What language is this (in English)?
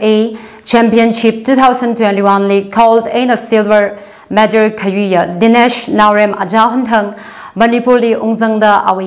Tangkhul Naga (India)